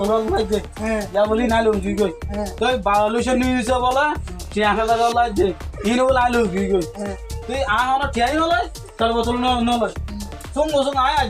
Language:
Rohingya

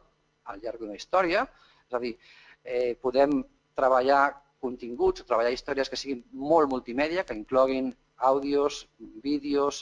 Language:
Catalan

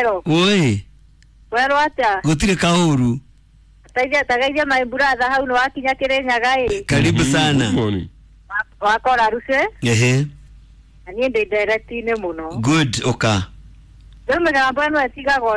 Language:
Kikuyu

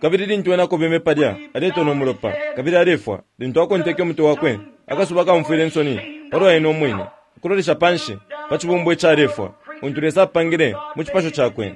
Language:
Bemba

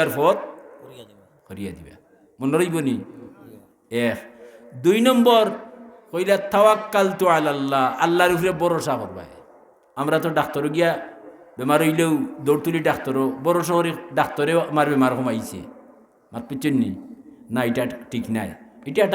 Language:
Sylheti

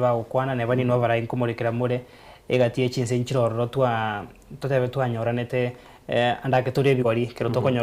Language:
Gusii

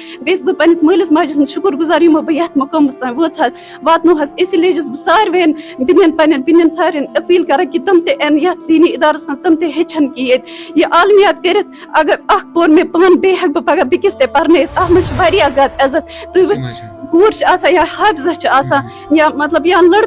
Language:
Kashmiri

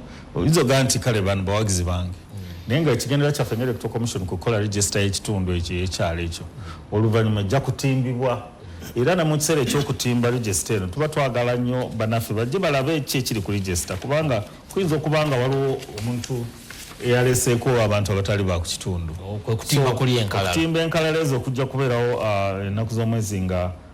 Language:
Ganda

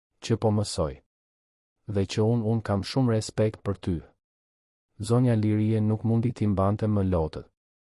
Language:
Albanian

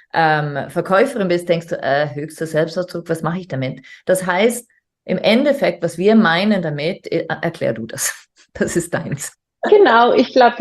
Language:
German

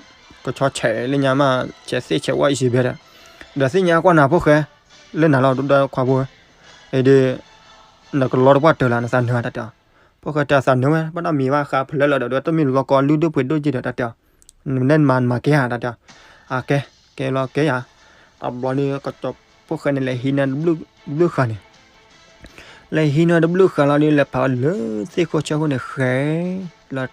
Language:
S'gaw Karen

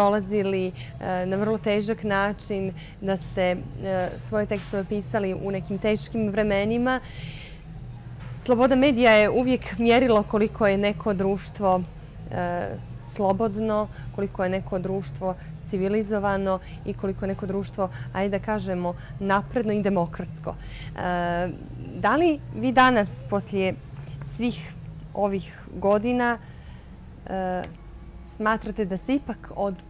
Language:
Bosnian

